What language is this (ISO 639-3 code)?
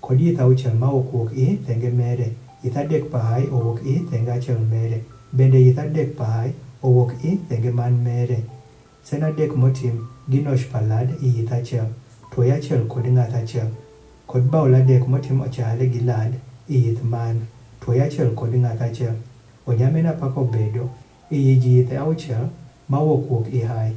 adh